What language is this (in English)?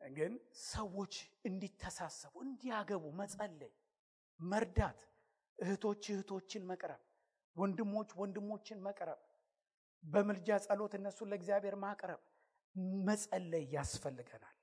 Amharic